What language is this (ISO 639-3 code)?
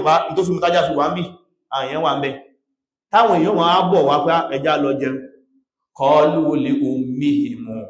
yor